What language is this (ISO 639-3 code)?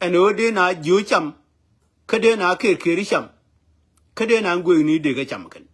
nus